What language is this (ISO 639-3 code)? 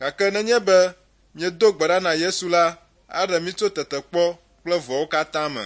ewe